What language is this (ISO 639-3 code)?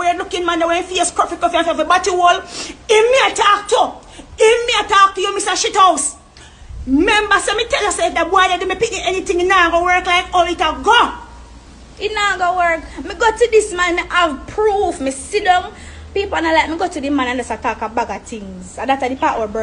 jam